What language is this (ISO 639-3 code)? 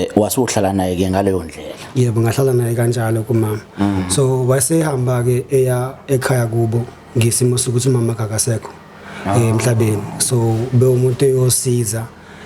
zul